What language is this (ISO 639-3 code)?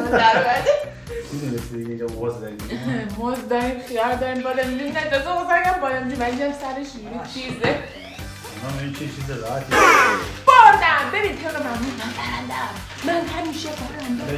fas